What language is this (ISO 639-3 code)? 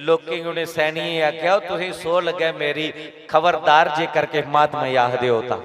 doi